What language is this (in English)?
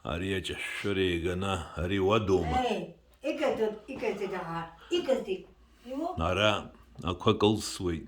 Abkhazian